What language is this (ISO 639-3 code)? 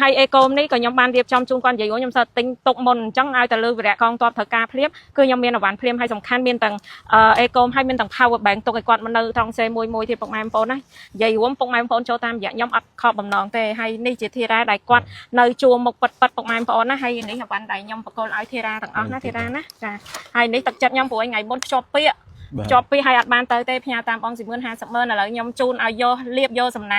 khm